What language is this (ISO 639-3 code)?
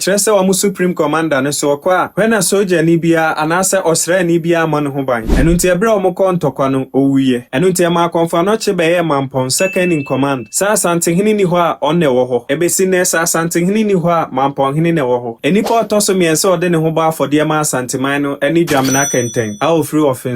aka